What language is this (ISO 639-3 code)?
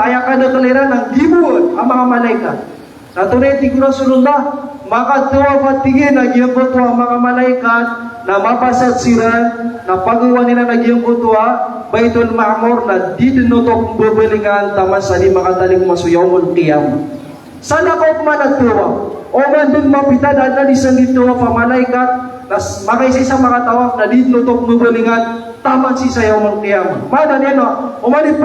mrw